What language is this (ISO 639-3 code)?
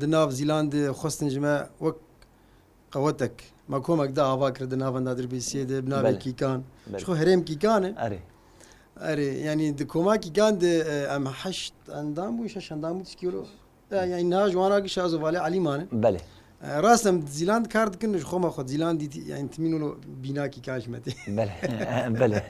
kur